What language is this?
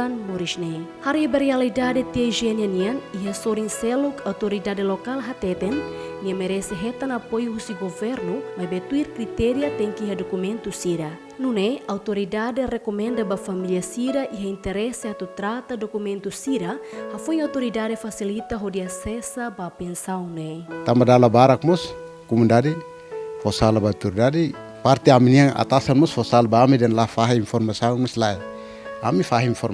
Tetum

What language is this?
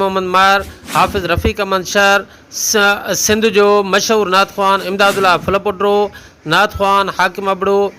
Sindhi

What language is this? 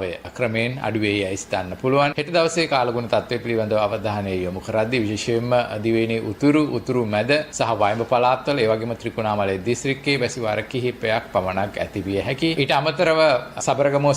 Sinhala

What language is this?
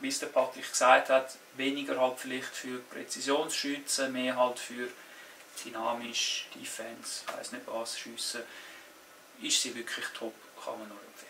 Swiss German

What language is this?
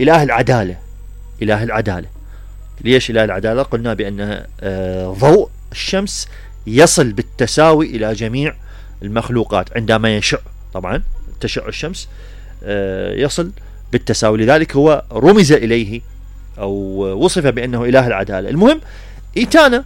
Mesopotamian Arabic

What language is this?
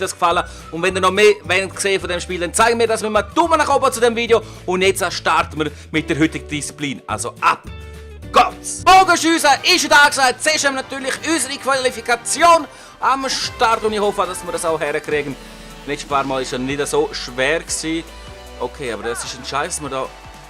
Swiss German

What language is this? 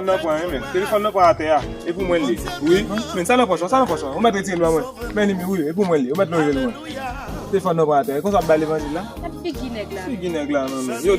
Haitian Creole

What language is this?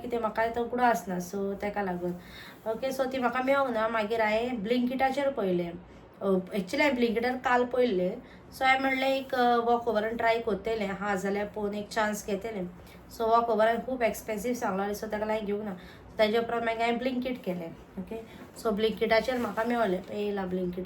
Konkani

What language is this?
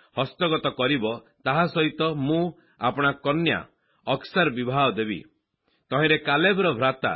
Odia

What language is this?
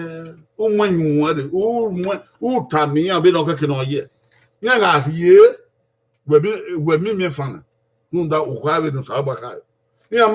Bini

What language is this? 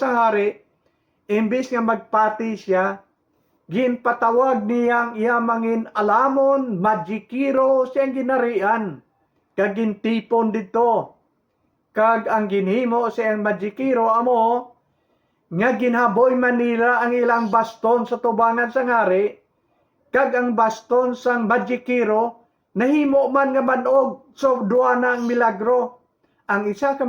Hiligaynon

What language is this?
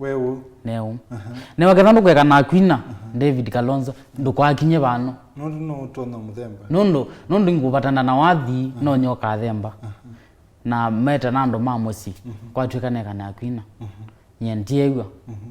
Kamba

